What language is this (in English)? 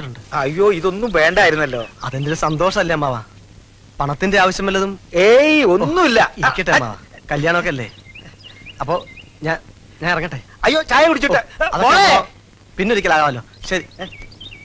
Malayalam